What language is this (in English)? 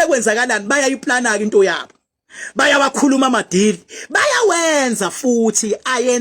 Zulu